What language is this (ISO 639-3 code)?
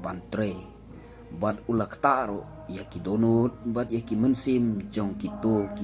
kha